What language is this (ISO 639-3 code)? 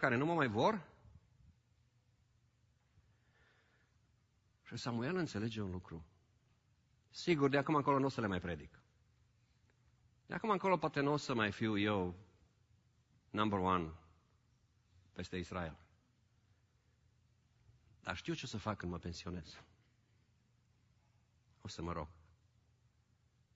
ron